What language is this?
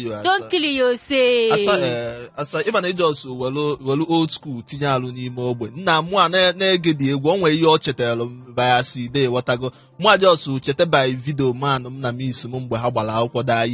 Igbo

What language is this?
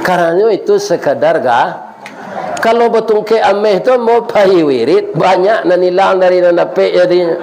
Minangkabau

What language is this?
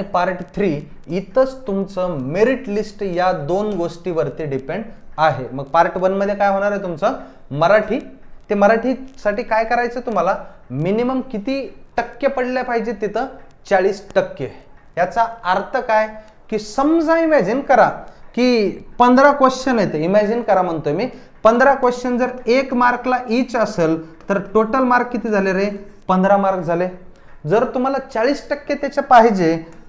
Marathi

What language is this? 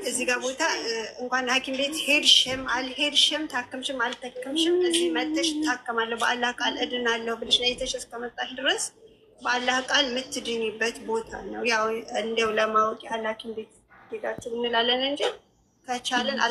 Amharic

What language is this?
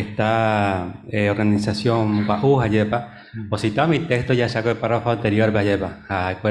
Guarani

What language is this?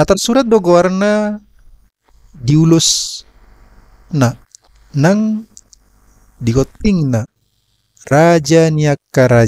Batak Toba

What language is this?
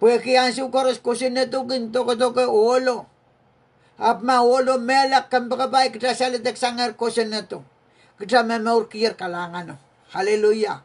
Pohnpeian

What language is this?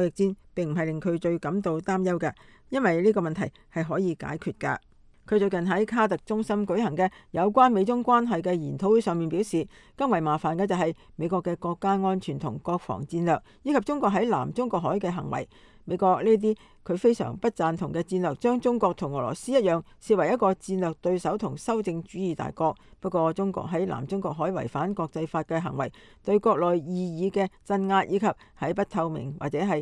Cantonese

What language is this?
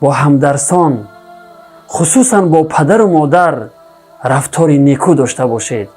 Tajik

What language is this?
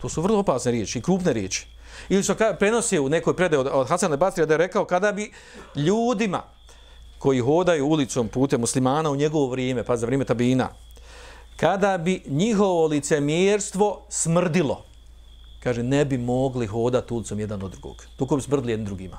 Bosnian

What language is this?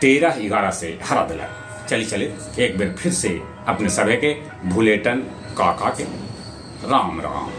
Magahi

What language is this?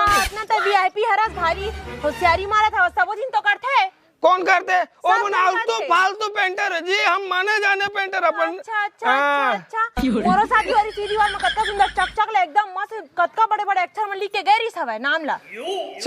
Chhattisgarhi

